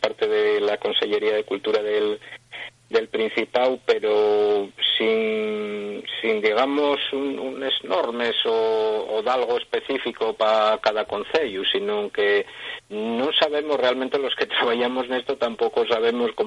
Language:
Asturian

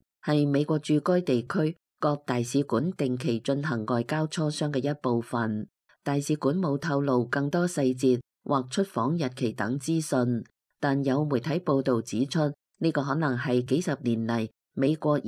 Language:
Cantonese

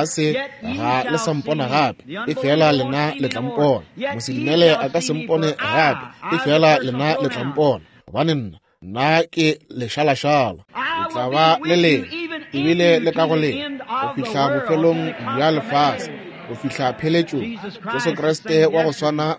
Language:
Northern Sotho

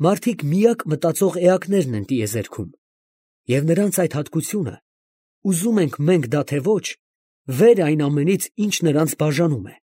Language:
Armenian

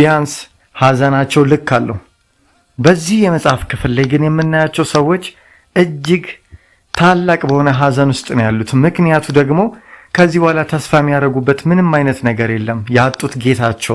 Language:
Amharic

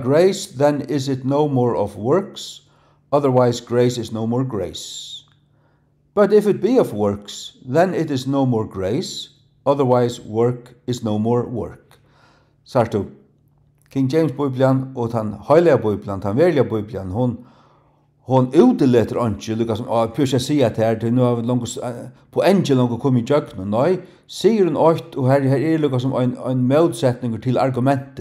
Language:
Faroese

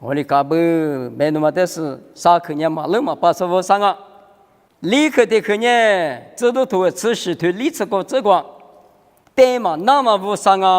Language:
Lisu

